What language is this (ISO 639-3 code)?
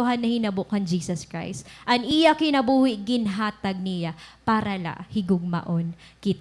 war